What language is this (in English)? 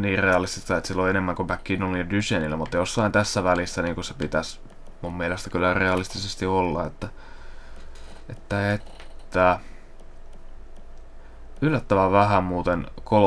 Finnish